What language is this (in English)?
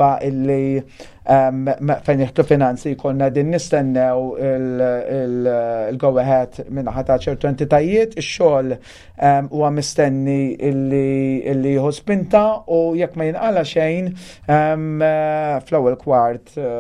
Maltese